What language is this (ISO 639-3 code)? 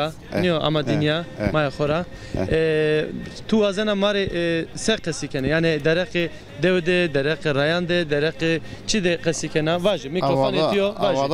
zza